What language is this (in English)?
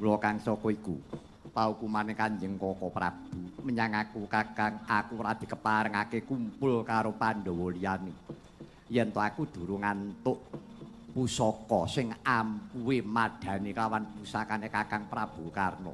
Javanese